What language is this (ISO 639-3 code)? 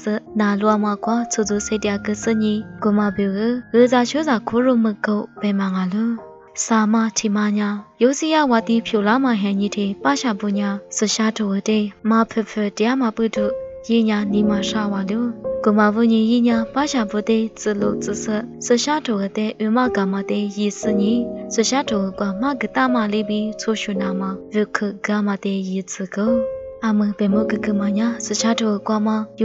lis